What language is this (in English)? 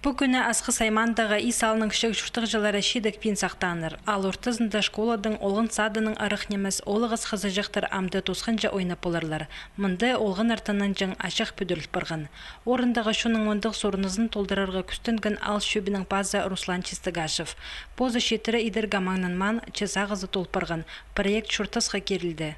Khakas